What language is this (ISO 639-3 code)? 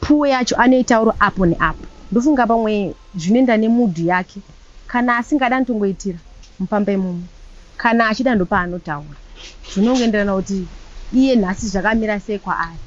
sna